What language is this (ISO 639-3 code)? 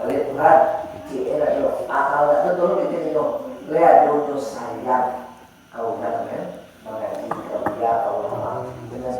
min